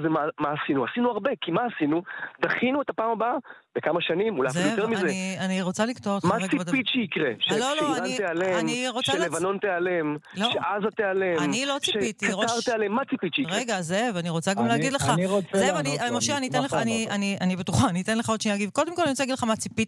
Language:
Hebrew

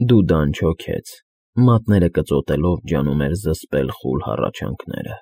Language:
Armenian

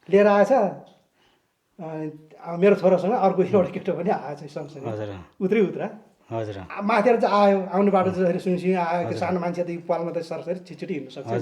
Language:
Nepali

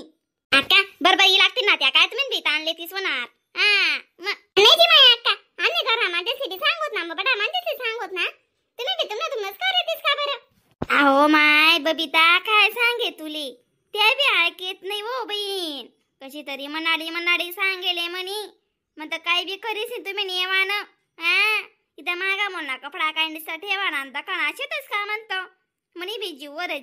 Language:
Khandesi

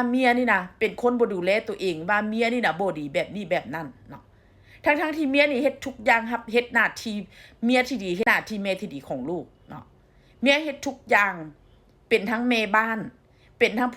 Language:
Lao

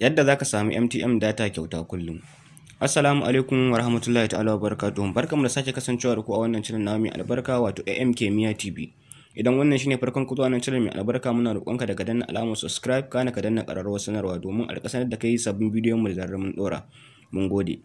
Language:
Hausa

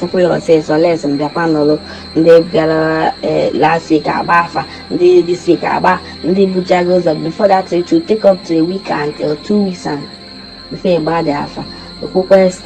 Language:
Igbo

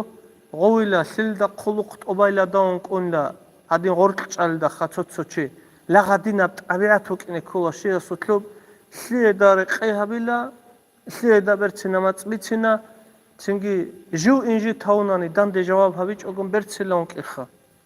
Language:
Avaric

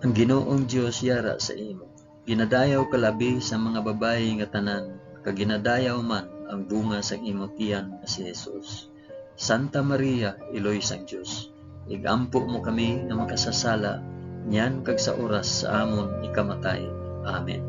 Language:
Hiligaynon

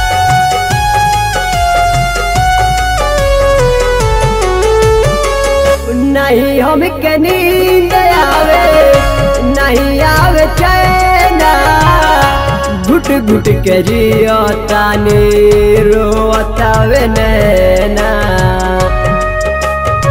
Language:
Bhojpuri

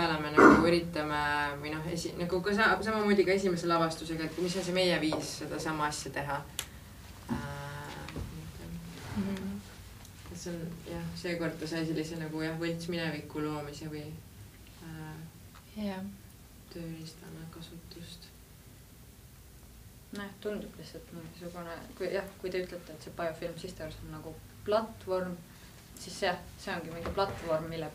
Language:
Estonian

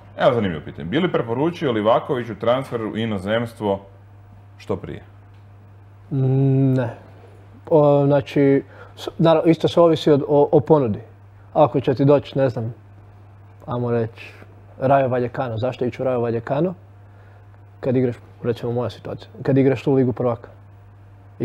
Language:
Croatian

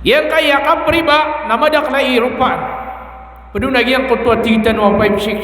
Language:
Maranao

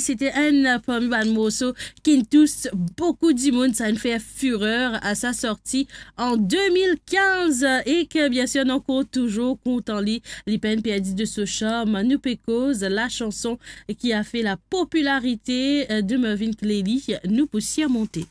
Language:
Morisyen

